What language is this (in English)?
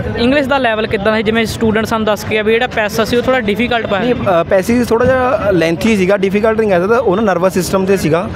Punjabi